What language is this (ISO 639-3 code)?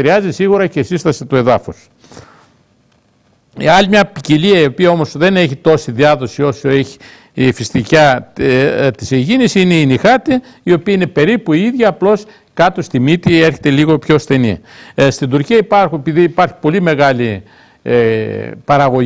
ell